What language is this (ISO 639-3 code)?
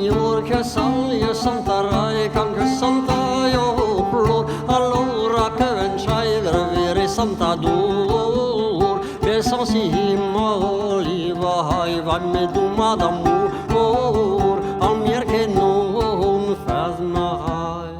oci